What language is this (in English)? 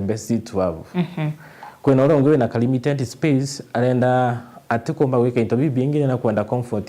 Meru